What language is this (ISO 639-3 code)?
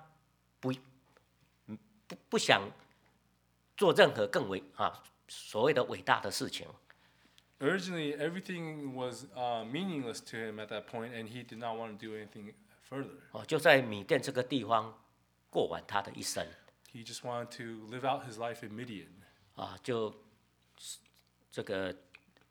zho